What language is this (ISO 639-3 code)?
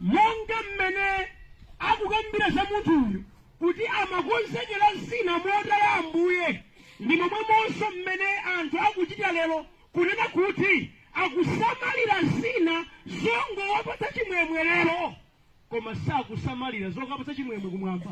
nya